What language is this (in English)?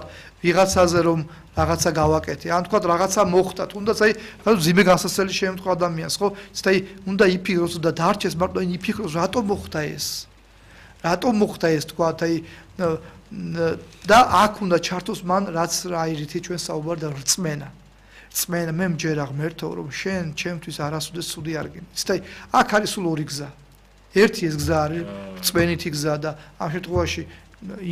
Georgian